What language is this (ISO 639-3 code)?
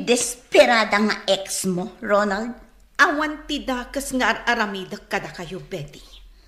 ilo